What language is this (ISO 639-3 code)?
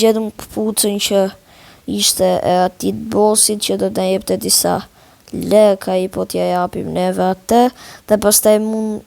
sqi